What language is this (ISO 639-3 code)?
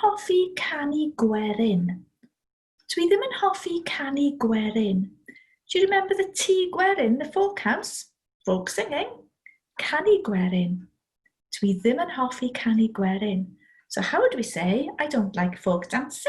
cym